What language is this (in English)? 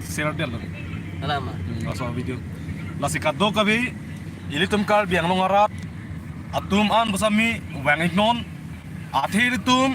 Karbi